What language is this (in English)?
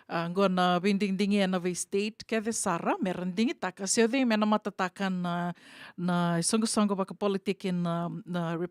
Fijian